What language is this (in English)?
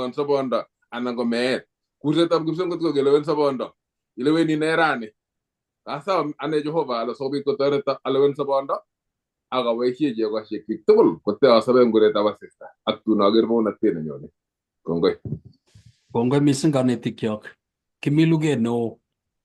Kalenjin